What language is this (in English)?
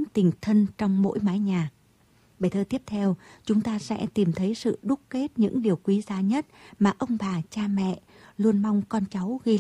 Vietnamese